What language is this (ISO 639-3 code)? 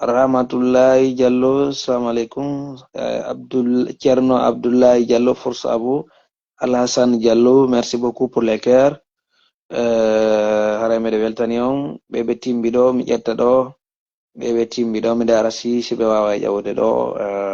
ful